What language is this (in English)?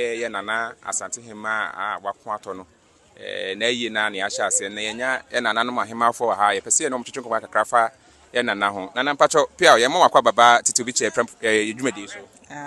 Akan